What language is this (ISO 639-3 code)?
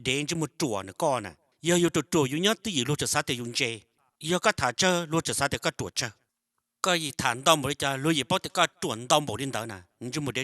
hmn